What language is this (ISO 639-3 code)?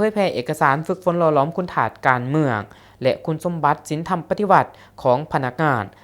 lao